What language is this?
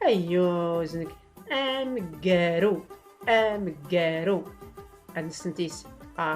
Tachelhit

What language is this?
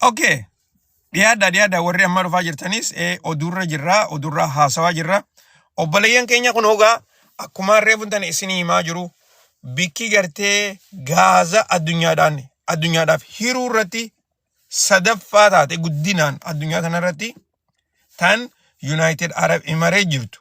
Oromo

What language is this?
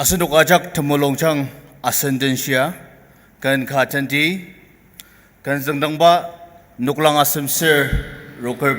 Ao Naga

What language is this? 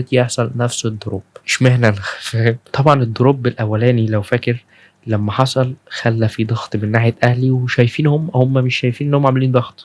Egyptian Arabic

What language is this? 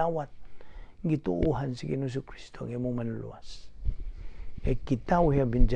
Cebuano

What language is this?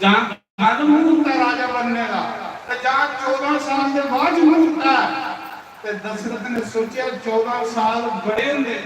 Dogri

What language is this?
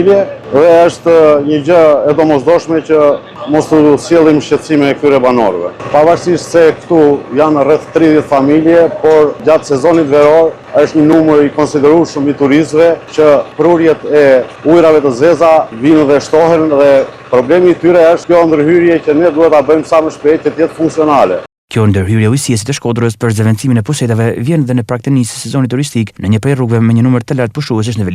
Albanian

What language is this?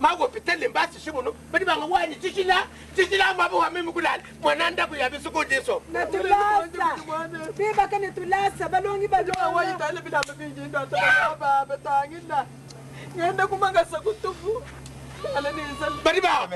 Luba-Lulua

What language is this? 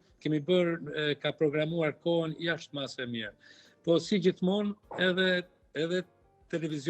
Albanian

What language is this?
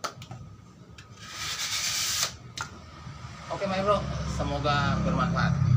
Indonesian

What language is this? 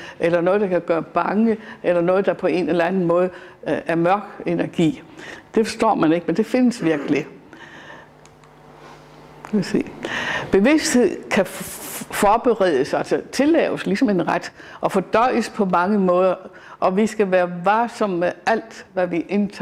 Danish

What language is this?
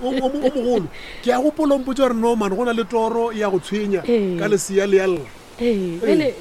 Northern Sotho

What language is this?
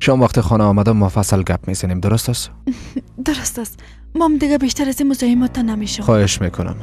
Persian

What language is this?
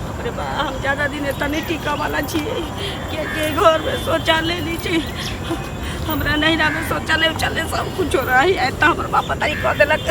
Maithili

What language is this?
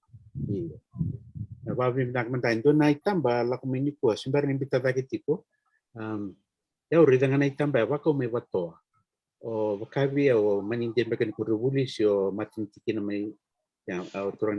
Fijian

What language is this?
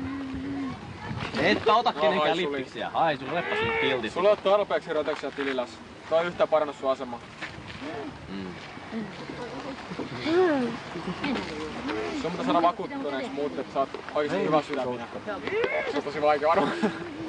Finnish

